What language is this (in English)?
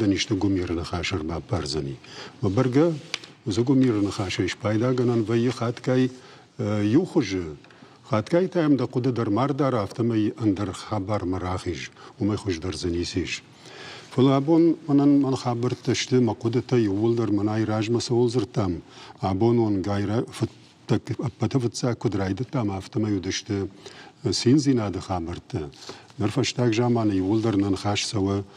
Ossetic